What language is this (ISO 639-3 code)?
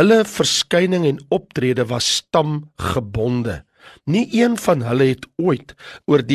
afr